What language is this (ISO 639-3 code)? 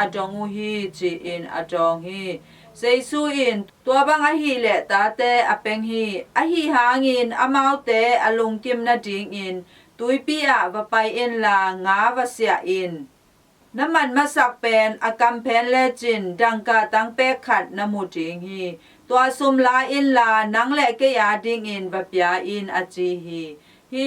ctd